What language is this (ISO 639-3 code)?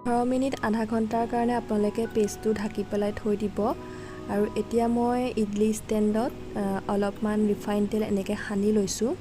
asm